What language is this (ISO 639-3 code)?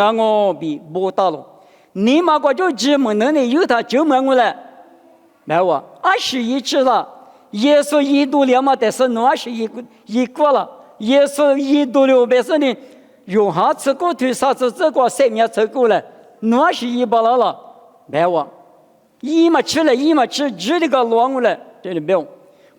lis